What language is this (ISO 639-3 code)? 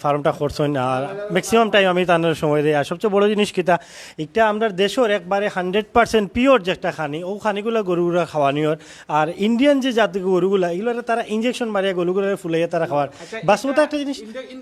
syl